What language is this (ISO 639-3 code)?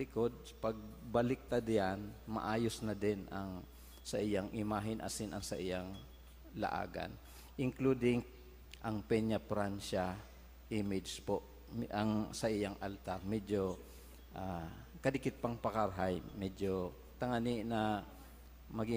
bik